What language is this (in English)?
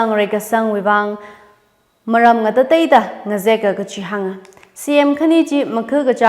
Tangkhul Naga (India)